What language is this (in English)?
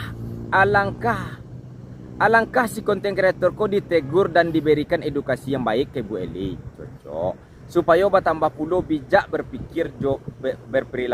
Minangkabau